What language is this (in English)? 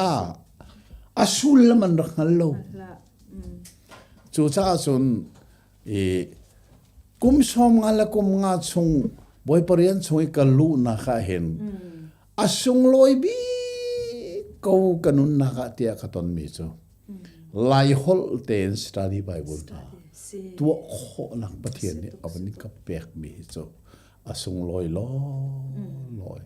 Hakha Chin